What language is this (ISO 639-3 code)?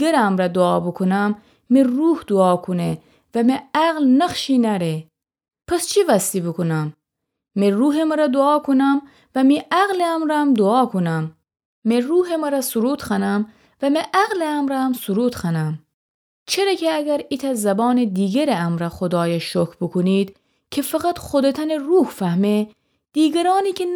glk